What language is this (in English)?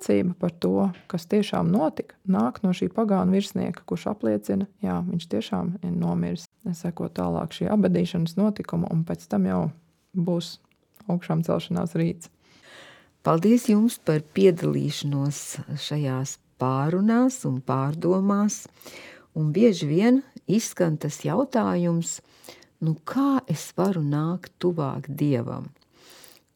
Latvian